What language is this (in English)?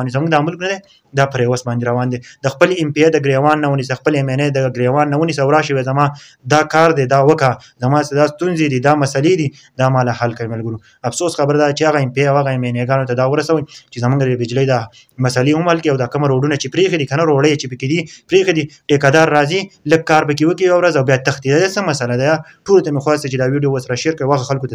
Pashto